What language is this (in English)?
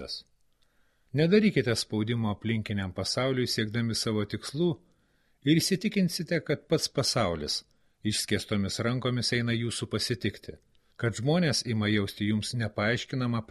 Lithuanian